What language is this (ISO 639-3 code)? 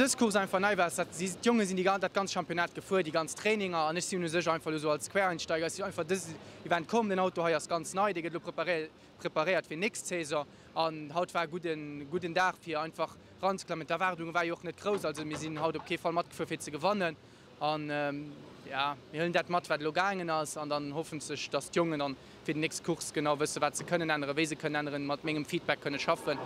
ltz